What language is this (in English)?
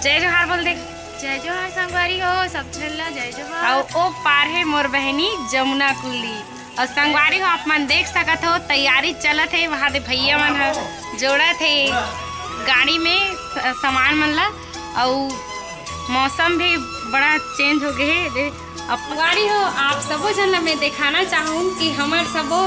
Chhattisgarhi